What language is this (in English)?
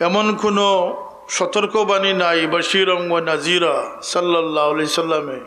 Sylheti